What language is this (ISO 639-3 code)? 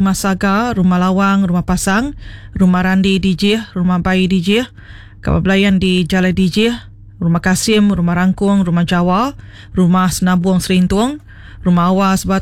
iba